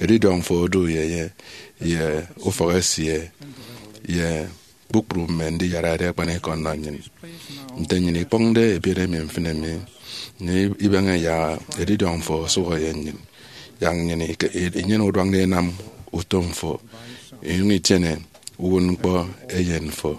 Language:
Efik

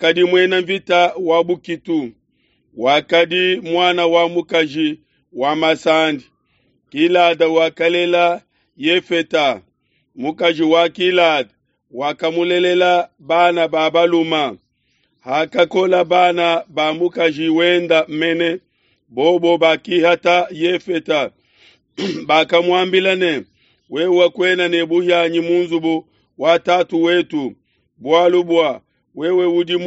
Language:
Luba-Lulua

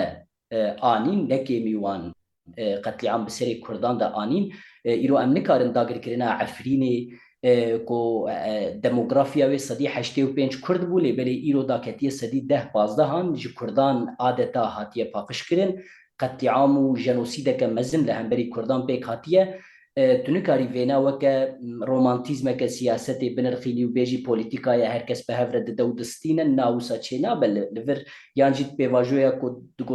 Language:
Kurdish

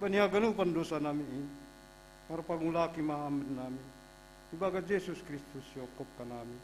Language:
Batak Simalungun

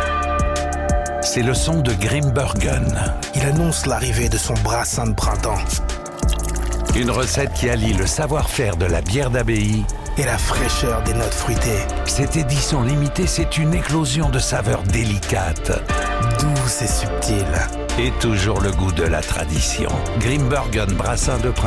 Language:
French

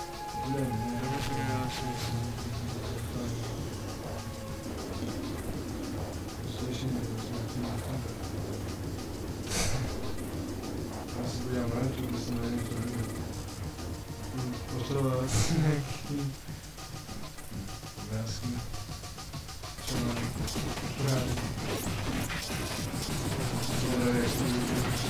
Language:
Czech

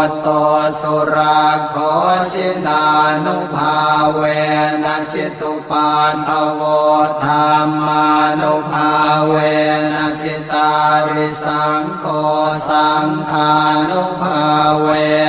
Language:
Pali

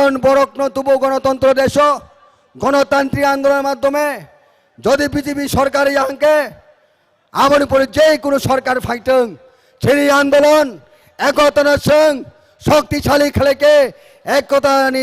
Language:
Kok Borok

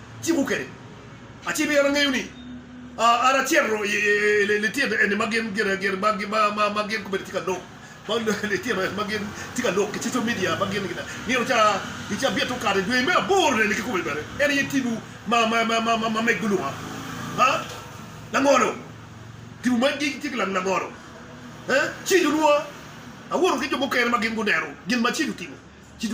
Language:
Acoli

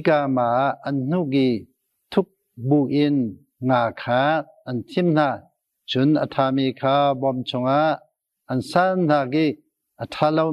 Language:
Hakha Chin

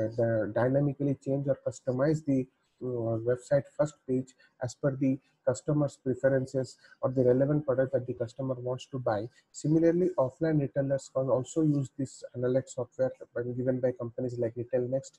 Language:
English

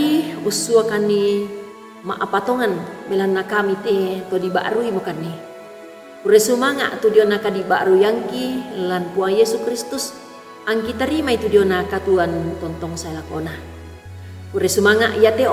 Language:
Toraja-Sa'dan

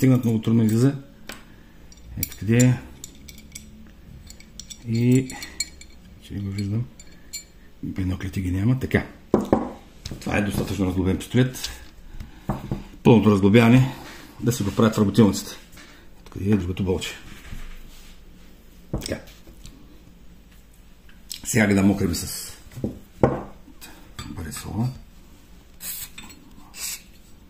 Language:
Bulgarian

